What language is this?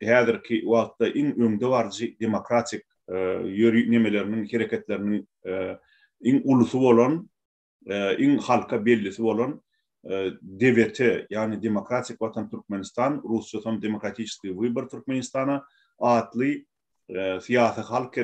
Turkmen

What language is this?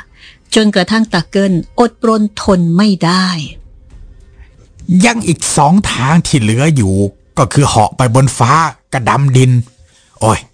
Thai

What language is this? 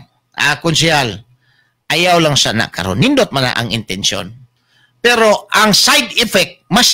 Cebuano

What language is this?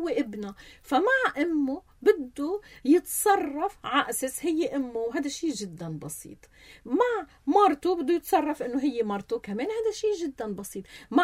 North Levantine Arabic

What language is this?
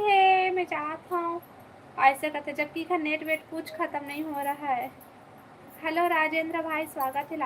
Chhattisgarhi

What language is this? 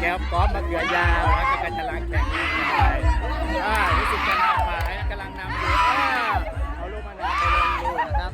Lao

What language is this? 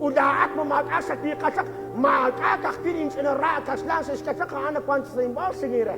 Kekchí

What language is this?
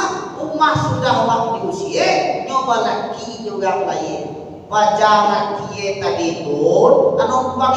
Minangkabau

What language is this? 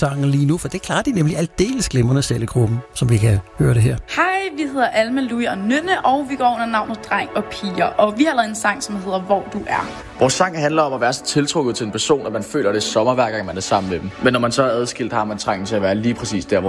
Danish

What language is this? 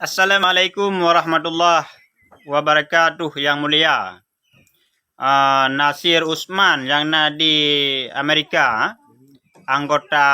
Achinese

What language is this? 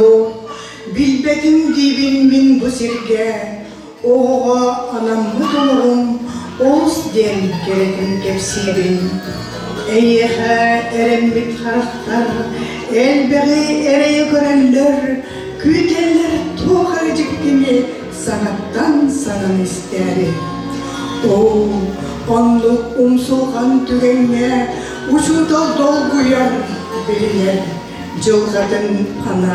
Yakut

